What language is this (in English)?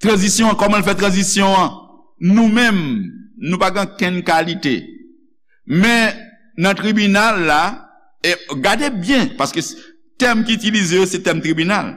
Haitian Creole